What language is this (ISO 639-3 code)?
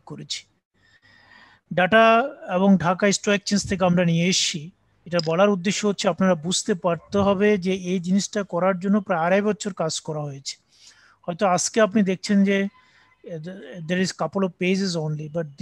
ben